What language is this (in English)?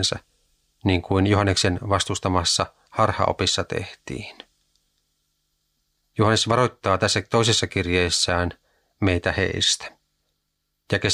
Finnish